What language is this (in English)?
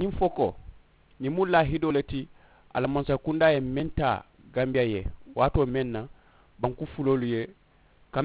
Mandingo